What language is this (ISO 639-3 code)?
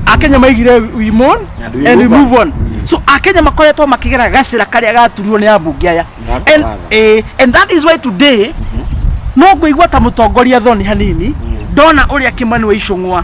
kik